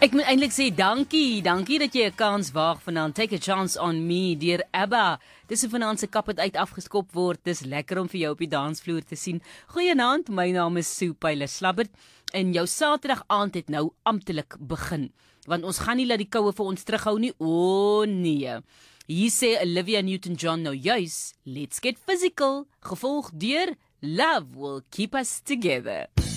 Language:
Afrikaans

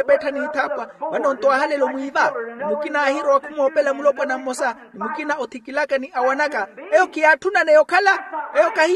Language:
Makhuwa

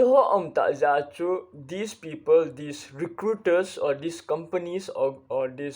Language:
Thado Chin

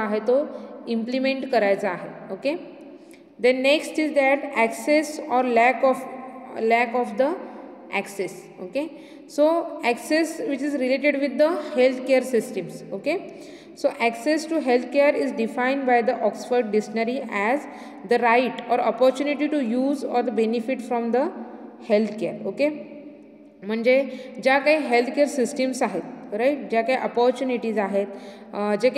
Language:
Marathi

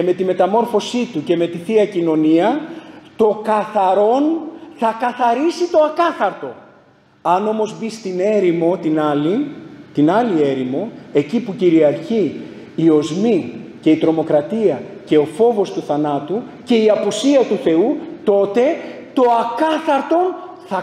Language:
Greek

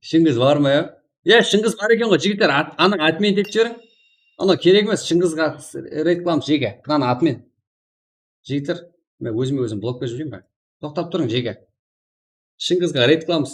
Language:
Kara-Kalpak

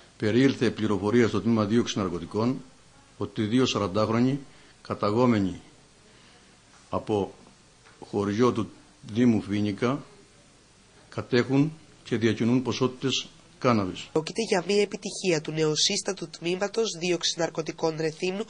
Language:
Greek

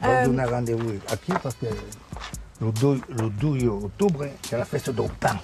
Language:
Occitan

